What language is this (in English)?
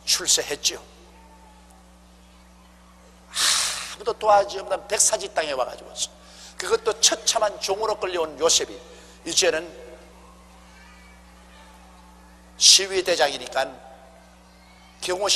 Korean